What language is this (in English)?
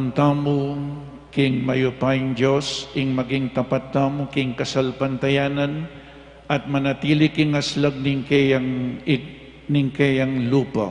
Pampanga